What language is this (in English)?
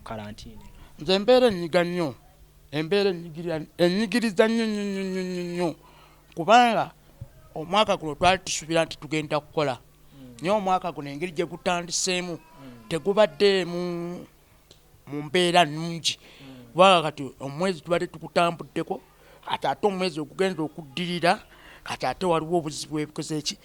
Ganda